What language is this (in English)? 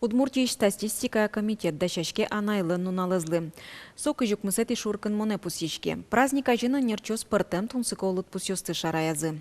Udmurt